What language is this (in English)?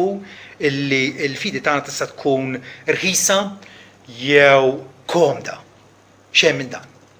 Maltese